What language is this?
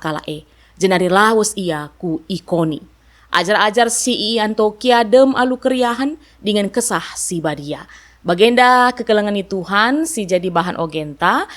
Batak Karo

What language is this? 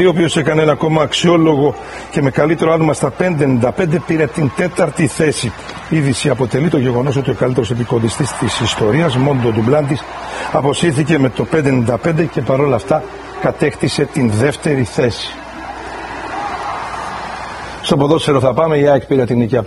Greek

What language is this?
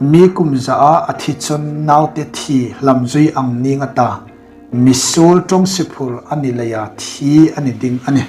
Hmar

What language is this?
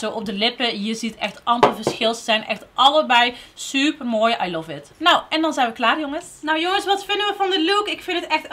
Dutch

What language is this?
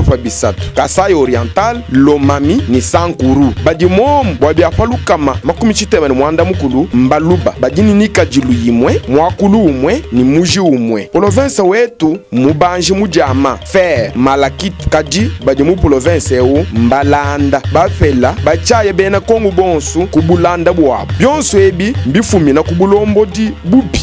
Luba-Lulua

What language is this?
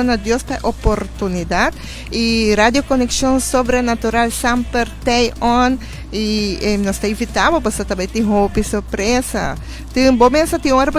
Papiamento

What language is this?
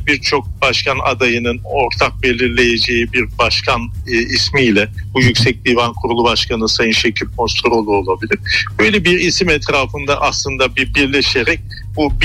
Turkish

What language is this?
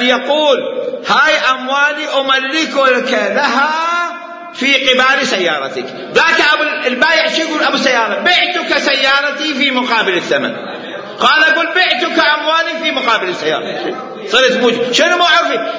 Mesopotamian Arabic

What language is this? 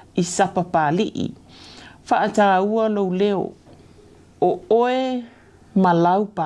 Samoan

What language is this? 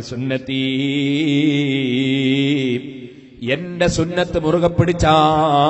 Malayalam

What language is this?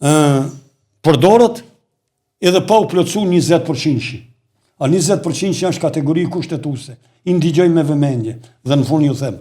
Albanian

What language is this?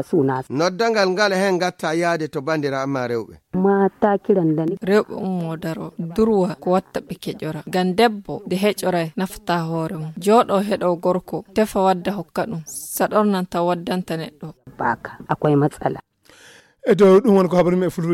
Fula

